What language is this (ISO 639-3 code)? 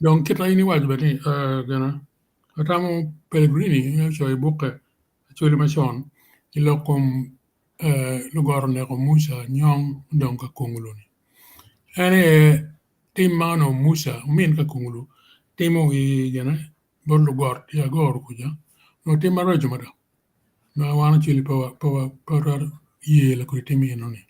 ach